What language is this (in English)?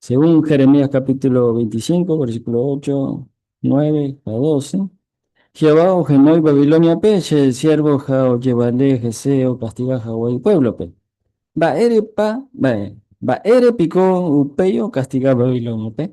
Guarani